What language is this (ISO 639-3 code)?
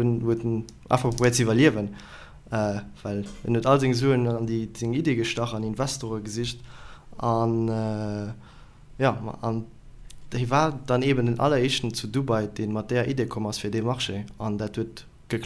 ltz